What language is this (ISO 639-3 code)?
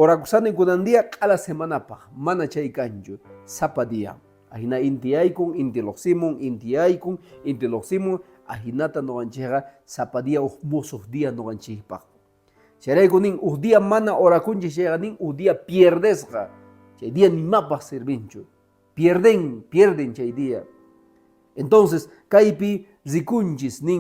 que